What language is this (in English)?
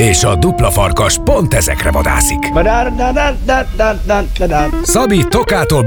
Hungarian